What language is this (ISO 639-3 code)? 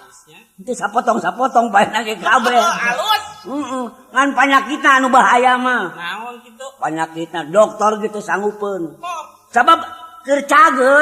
sun